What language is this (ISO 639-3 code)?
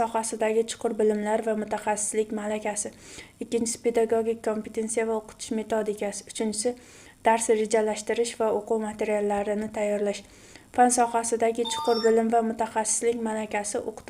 uzb